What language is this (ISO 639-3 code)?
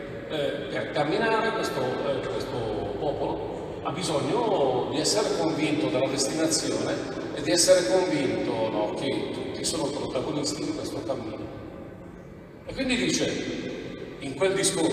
ita